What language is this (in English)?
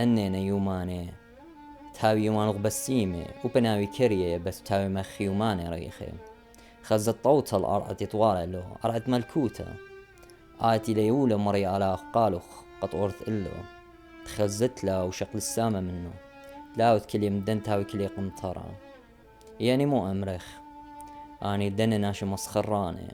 Assyrian Neo-Aramaic